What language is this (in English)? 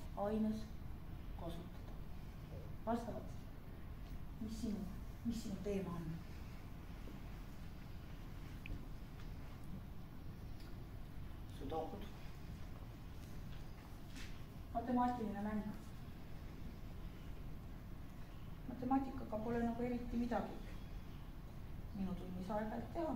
Estonian